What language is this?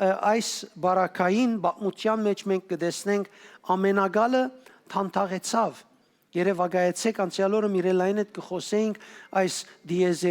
Western Armenian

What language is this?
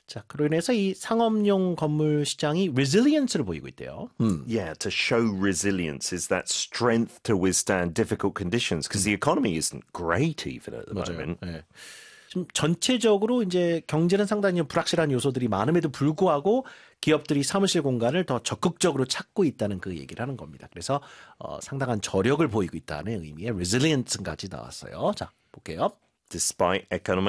Korean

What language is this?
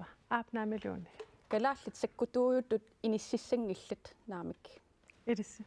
Kalaallisut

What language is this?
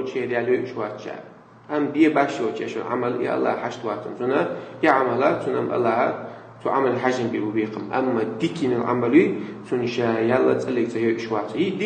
Chechen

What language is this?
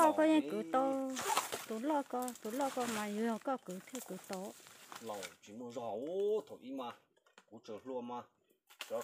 Hmong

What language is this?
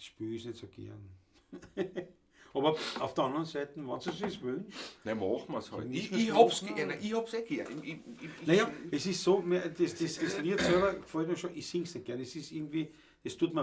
Bavarian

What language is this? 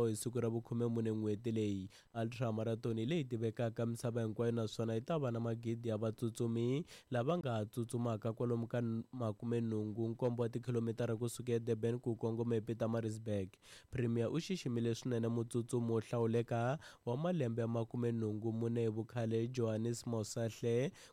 Tsonga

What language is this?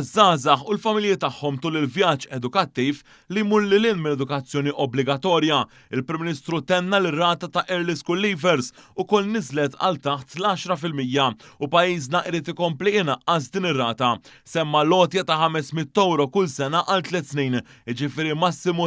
Maltese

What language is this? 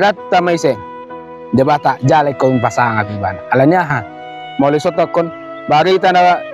Batak Toba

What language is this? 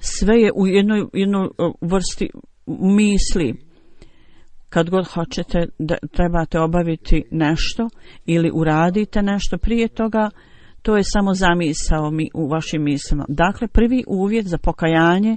Bosnian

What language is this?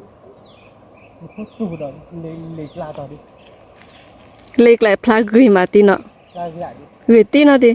S'gaw Karen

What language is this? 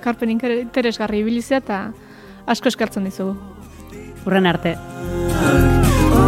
Basque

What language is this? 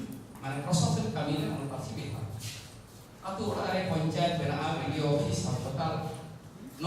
Santali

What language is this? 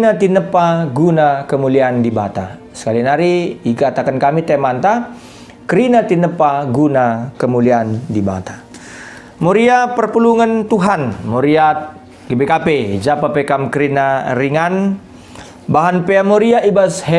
Batak Karo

